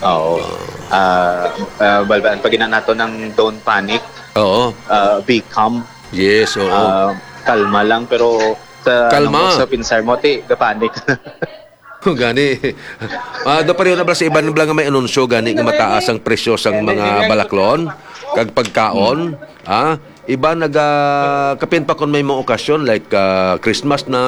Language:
Hiligaynon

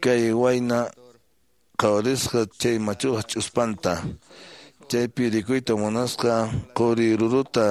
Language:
Quechua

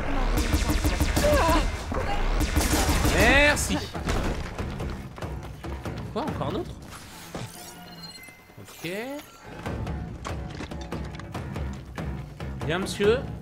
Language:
French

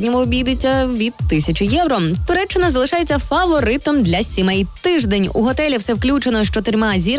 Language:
Ukrainian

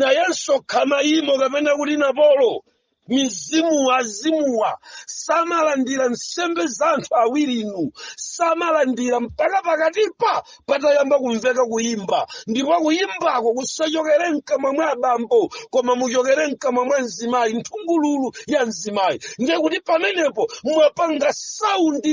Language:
Nyanja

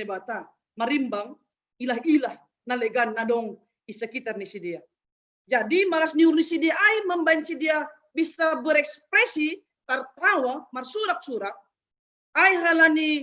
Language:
Batak Simalungun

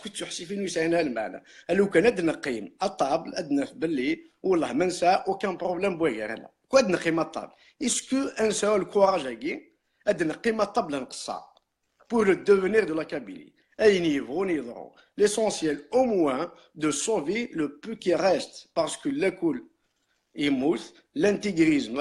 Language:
Kabyle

